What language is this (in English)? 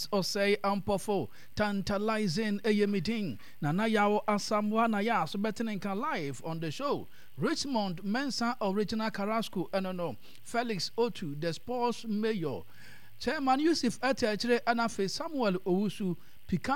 Akan